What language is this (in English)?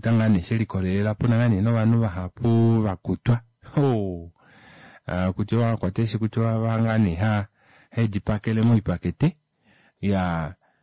Kuanyama